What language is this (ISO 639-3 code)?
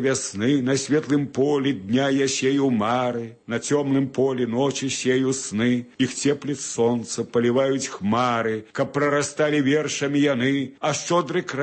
bel